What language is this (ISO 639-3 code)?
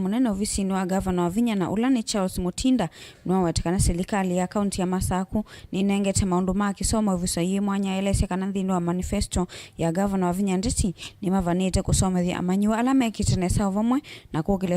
kam